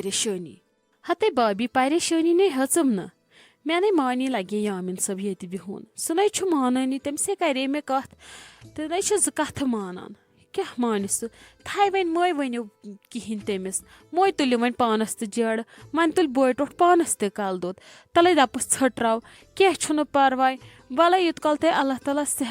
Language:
Kashmiri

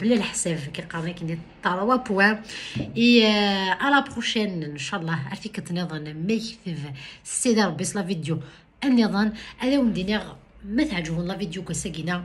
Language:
Kabyle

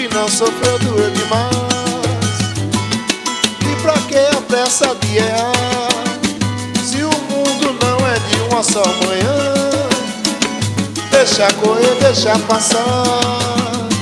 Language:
Portuguese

